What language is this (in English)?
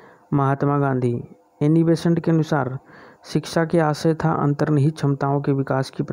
Hindi